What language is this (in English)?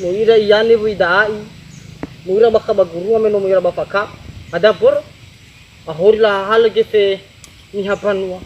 Nias